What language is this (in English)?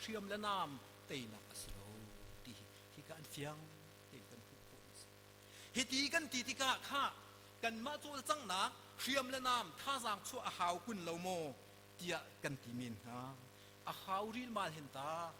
Hakha Chin